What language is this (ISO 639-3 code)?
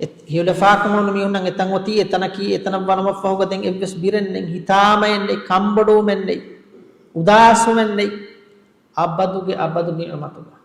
div